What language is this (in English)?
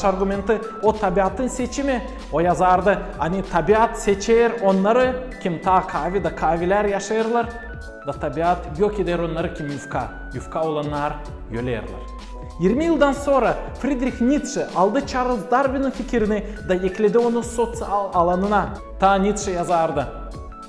Gagauz